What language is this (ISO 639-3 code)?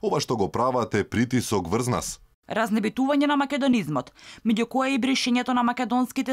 mkd